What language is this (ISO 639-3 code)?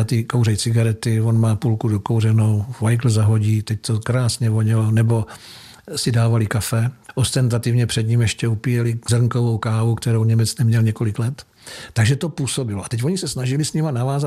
ces